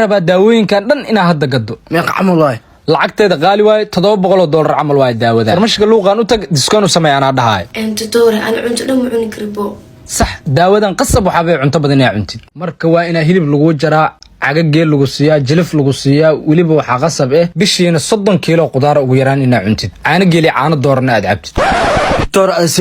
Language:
Somali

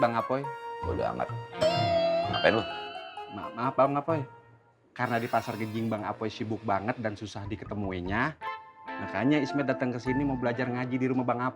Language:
Betawi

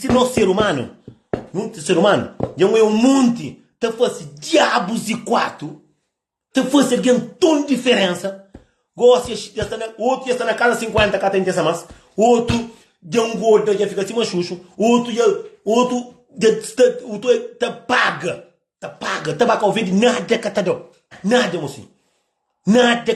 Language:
Kabuverdianu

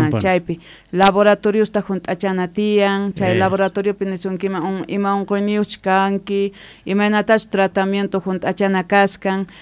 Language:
South Bolivian Quechua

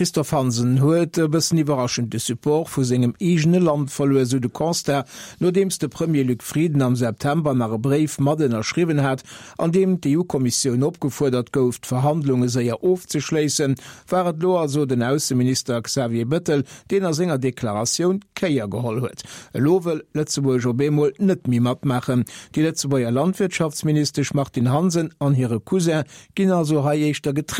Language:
Luxembourgish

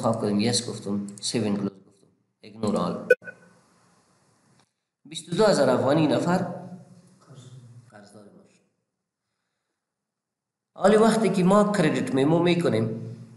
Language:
Persian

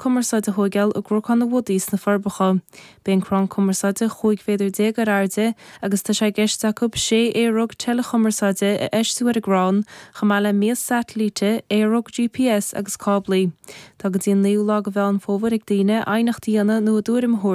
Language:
Irish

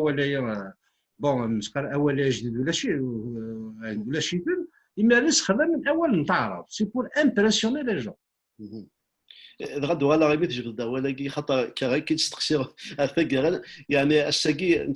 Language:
Kabyle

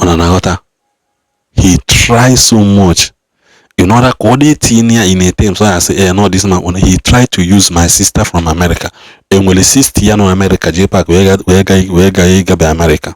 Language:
Igbo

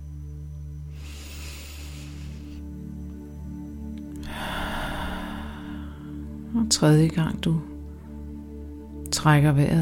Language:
Danish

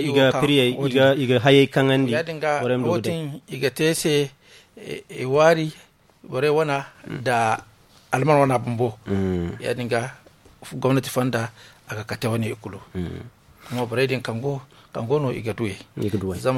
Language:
Zarma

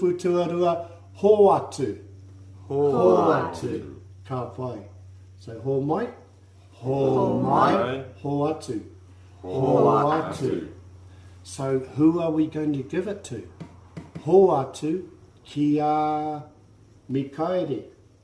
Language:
Māori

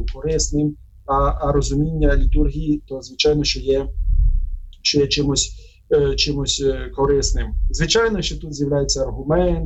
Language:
Ukrainian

